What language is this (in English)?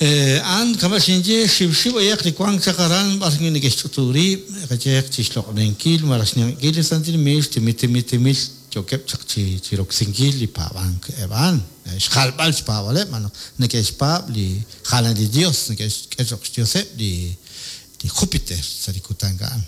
Kekchí